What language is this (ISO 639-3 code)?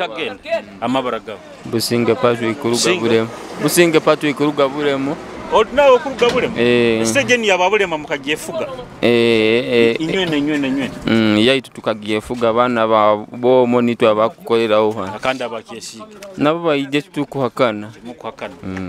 nyo